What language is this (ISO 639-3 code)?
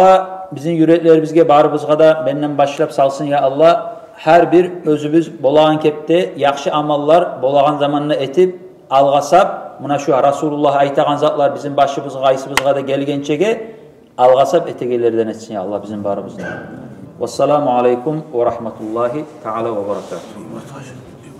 kum